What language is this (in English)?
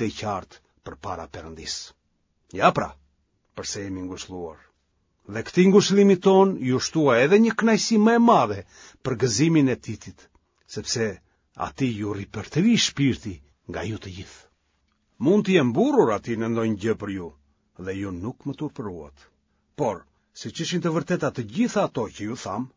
Albanian